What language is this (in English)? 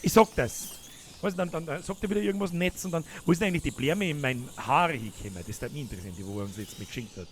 Bavarian